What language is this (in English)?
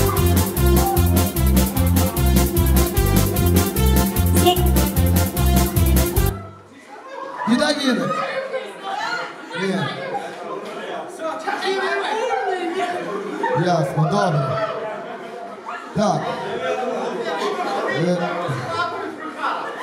Ukrainian